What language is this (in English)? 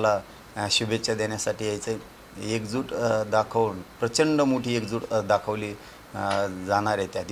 Marathi